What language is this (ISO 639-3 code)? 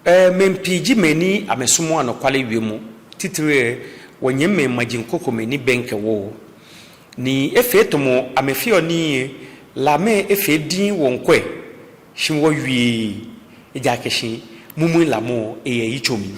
gaa